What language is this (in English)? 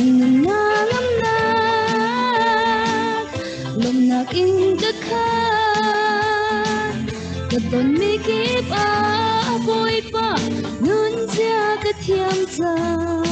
Hakha Chin